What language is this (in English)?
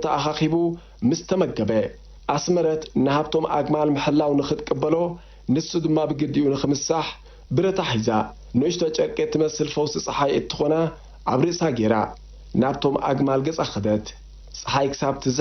Tigrinya